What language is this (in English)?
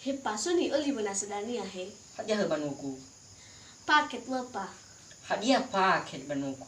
Nias